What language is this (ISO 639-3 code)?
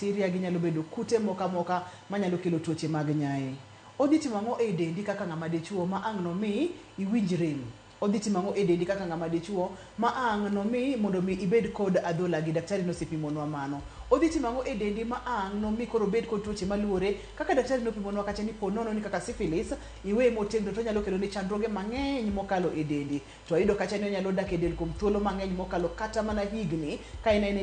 luo